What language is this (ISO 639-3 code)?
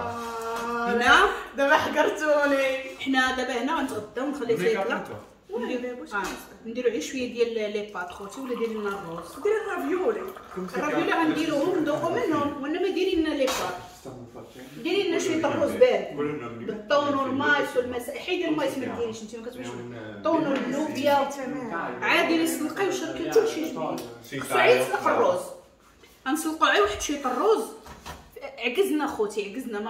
ary